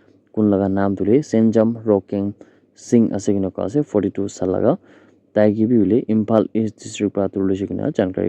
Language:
Naga Pidgin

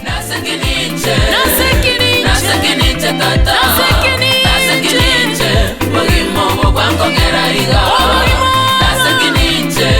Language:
Gusii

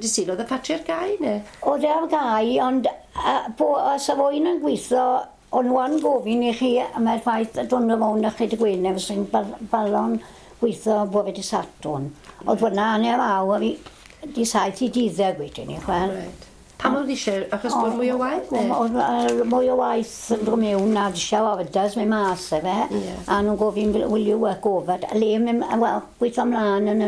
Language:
Welsh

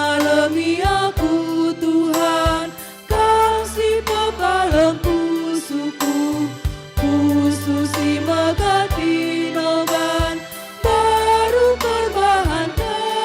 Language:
Batak Karo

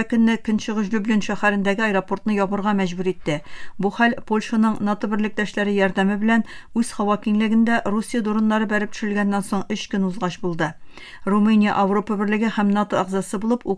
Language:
Tatar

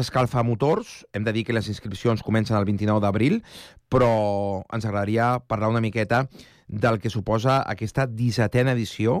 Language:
Catalan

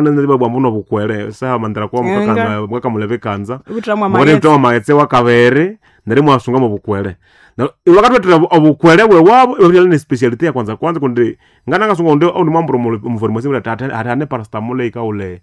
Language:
Nande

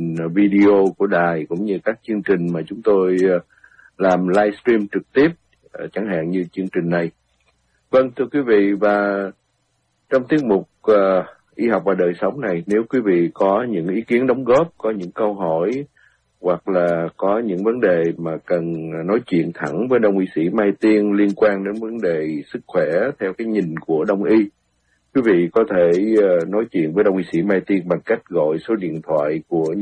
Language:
Vietnamese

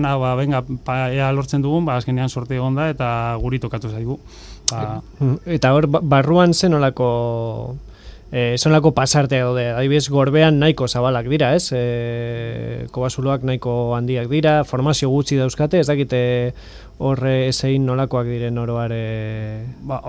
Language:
Basque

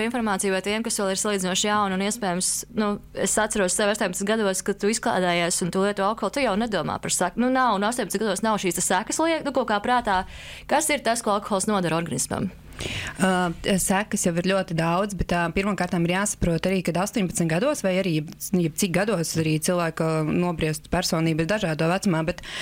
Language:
Latvian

